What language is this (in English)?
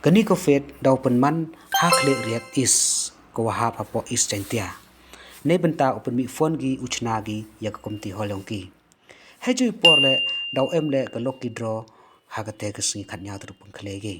Khasi